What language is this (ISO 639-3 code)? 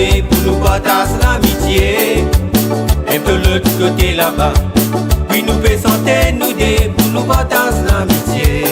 mfe